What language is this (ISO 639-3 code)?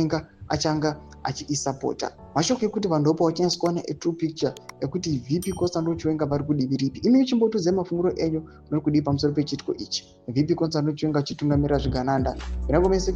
sna